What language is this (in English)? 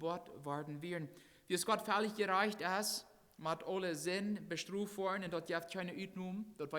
Plautdietsch